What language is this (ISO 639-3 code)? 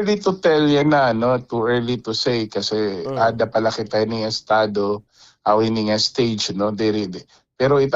war